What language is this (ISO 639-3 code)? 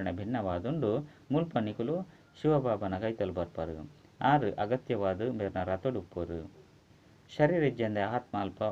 tcy